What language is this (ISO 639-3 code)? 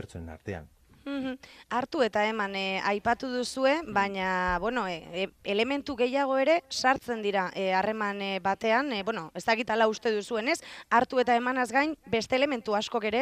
eus